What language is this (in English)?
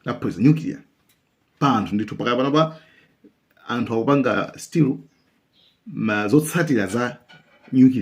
Nyanja